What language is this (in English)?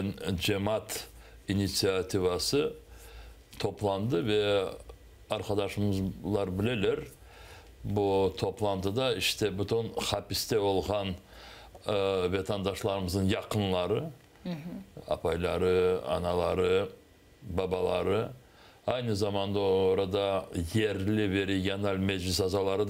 Crimean Tatar